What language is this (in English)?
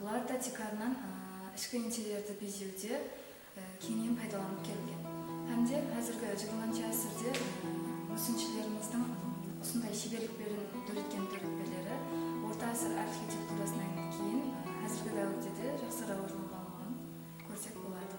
Kara-Kalpak